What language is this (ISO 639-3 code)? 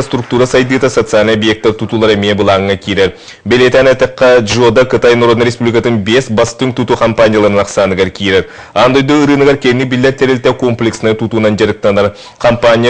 sah